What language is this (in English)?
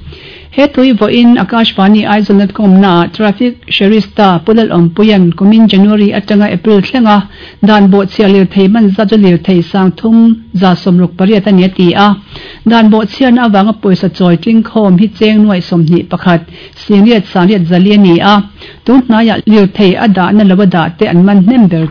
Mizo